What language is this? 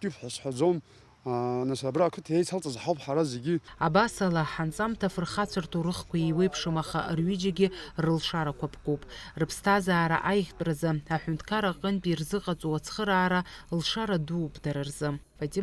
Abkhazian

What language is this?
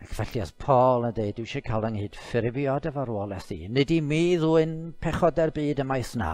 Welsh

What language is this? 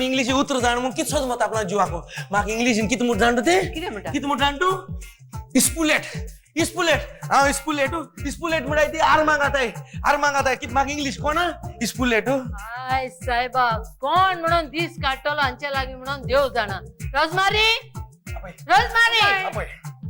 Konkani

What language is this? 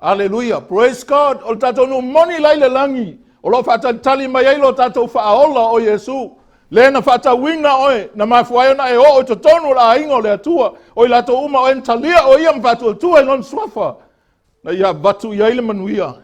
Samoan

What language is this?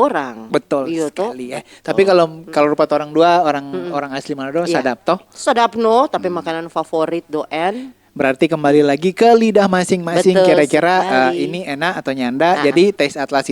Manado Malay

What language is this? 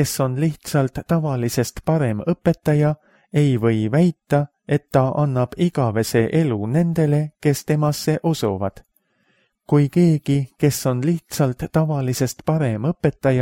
Estonian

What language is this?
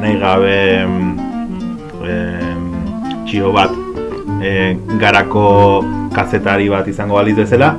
Basque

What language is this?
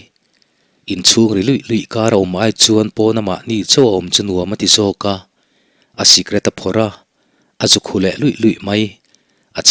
Mizo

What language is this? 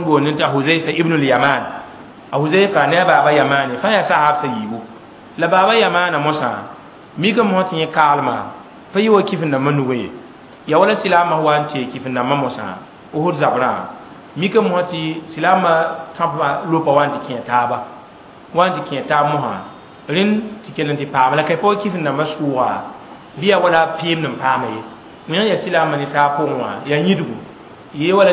Mossi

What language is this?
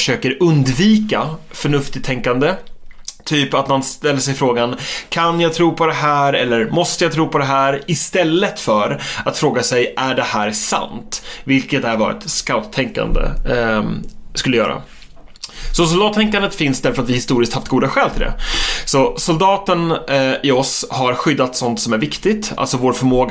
Swedish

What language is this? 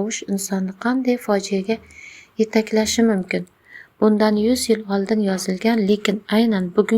Uzbek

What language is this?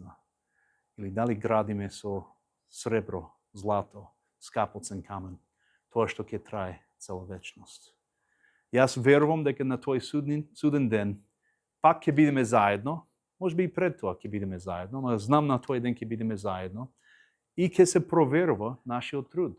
Macedonian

